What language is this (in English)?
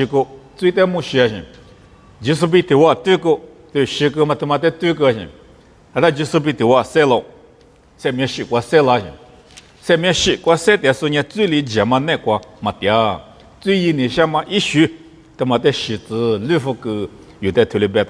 Lisu